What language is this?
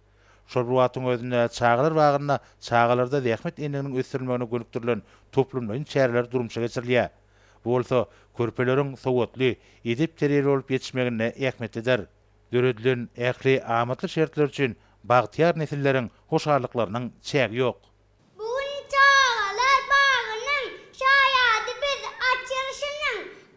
Turkmen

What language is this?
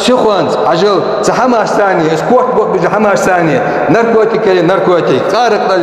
Ingush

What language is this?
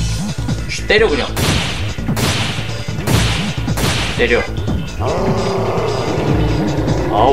Korean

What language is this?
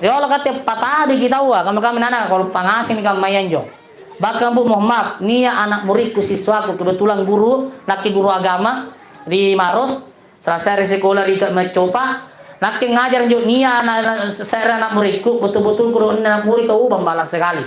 Makasar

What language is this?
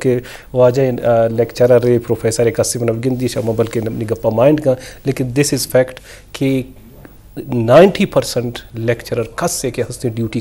Eastern Balochi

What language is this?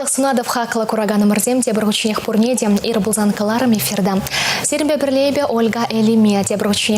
Chuvash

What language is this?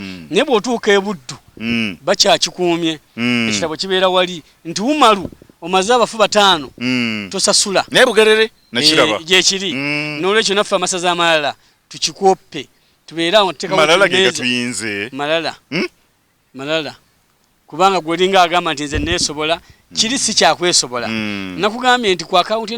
Ganda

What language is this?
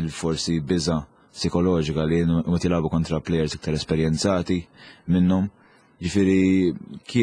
Maltese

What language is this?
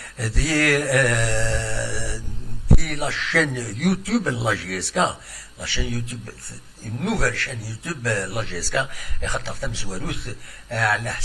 Kabyle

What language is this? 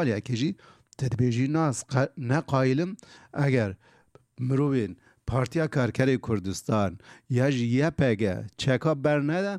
Kurdish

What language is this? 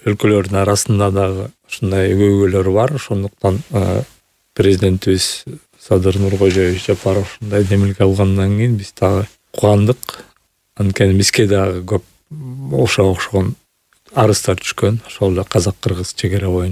Kyrgyz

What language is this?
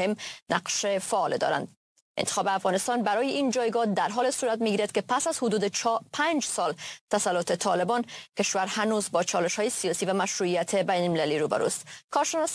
Persian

